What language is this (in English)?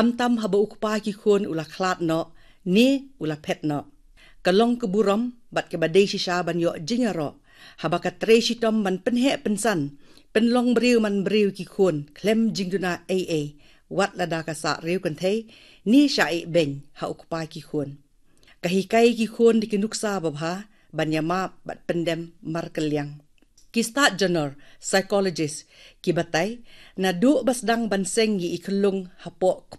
Khasi